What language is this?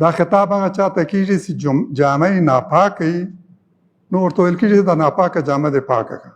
Pashto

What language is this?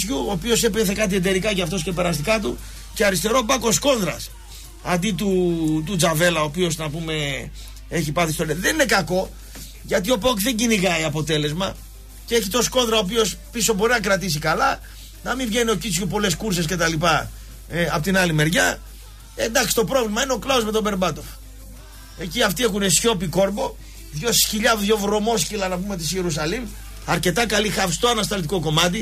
Greek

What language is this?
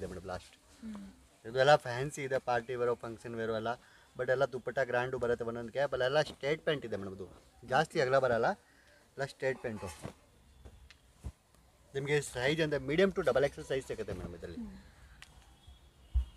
Kannada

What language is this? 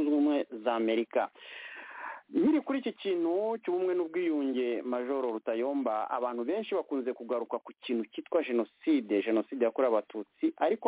Kinyarwanda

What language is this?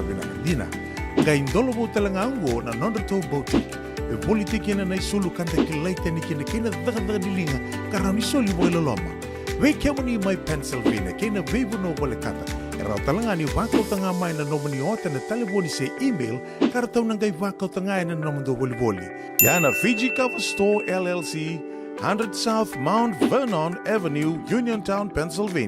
Fijian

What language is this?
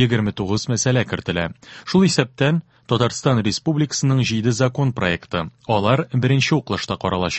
Tatar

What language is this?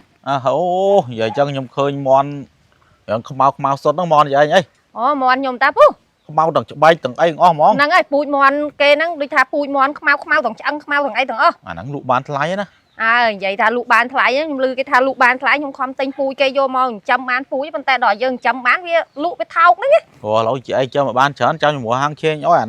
Khmer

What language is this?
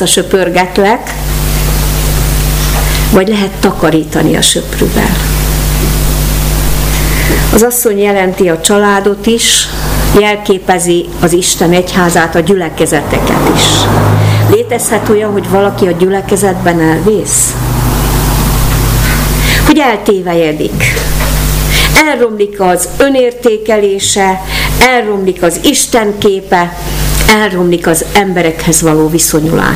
Hungarian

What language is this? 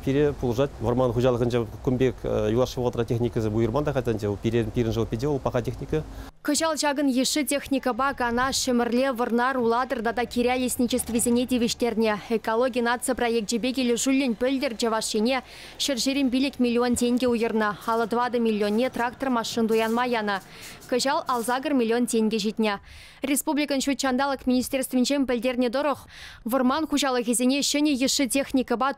Chuvash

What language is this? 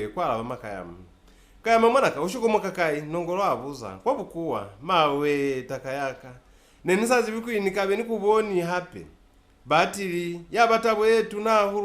Lozi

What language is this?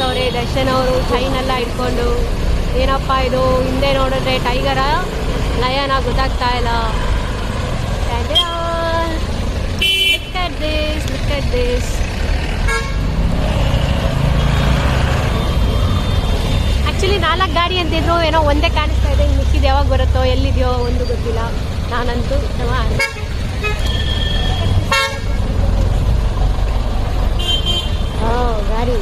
Kannada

